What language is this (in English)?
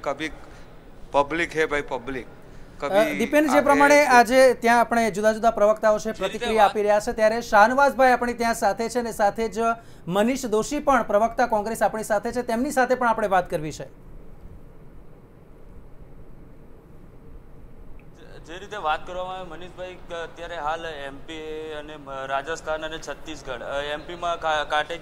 Gujarati